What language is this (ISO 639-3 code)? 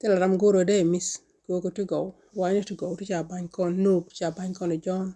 nus